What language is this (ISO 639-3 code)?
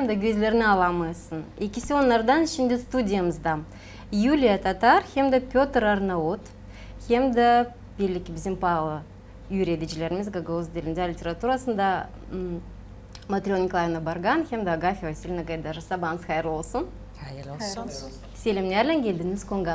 gag